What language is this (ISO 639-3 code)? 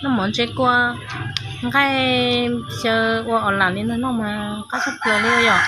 hmn